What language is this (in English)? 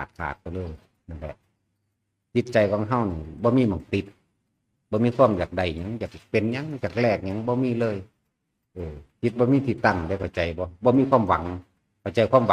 Northeastern Thai